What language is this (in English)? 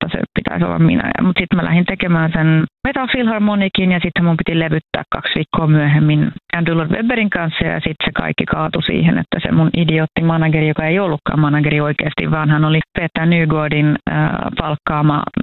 Finnish